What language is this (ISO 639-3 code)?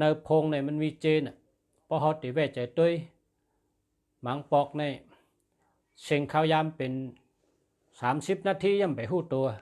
shn